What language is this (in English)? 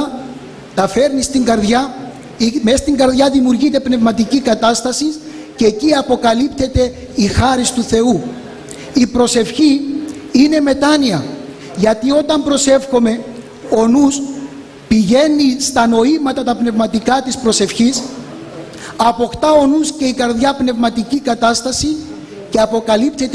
Greek